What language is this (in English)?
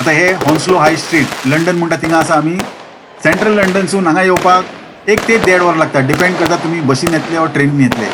Konkani